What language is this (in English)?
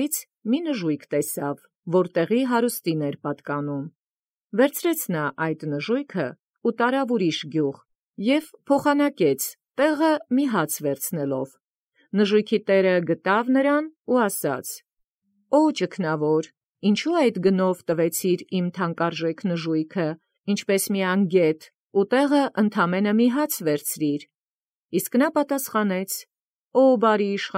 Armenian